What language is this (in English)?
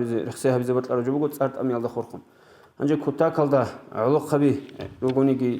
Avaric